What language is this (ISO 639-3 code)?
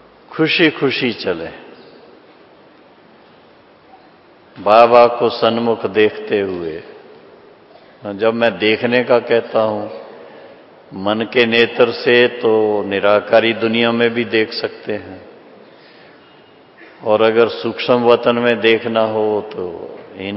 hin